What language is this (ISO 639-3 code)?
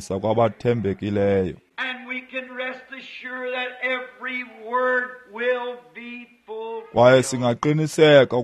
xho